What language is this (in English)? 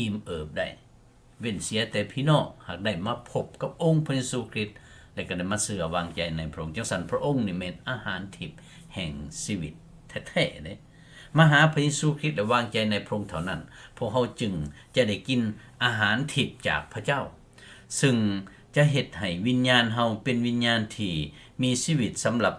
Lao